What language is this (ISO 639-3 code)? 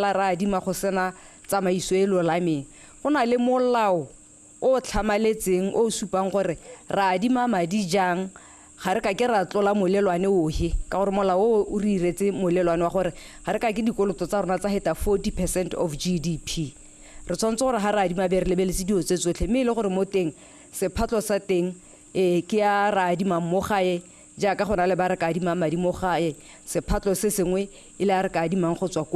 tsn